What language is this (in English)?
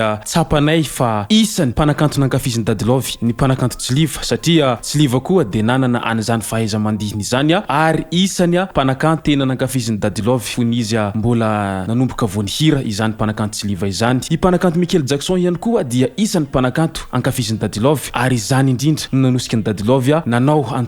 Malagasy